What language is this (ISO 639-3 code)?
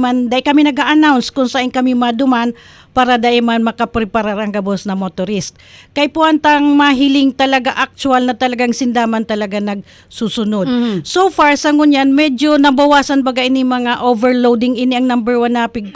bik